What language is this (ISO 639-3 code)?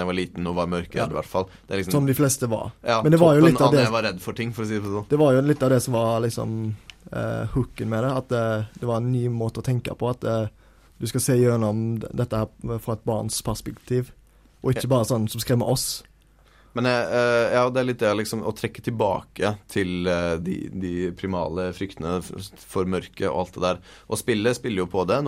nor